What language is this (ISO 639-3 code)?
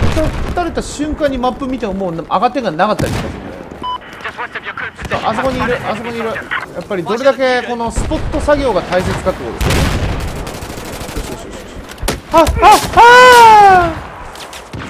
jpn